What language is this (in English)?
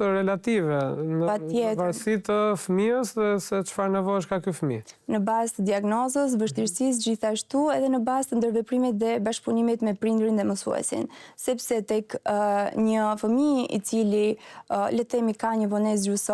Albanian